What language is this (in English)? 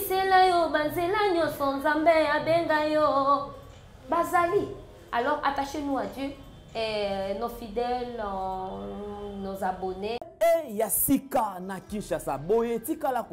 Lingala